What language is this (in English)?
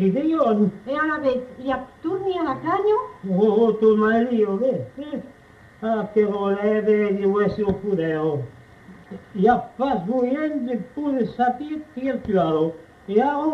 Occitan